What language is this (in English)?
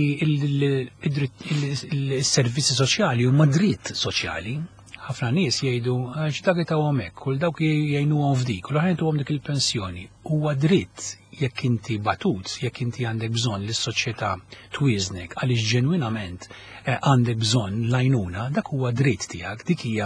Maltese